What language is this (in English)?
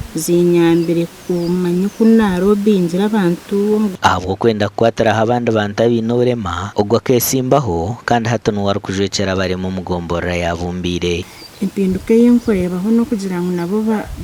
Nyankole